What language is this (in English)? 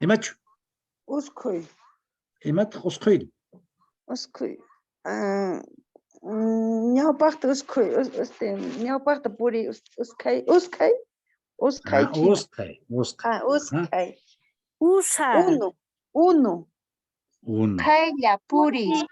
Quechua